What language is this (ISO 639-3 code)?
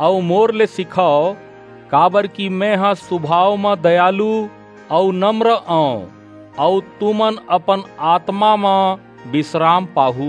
hne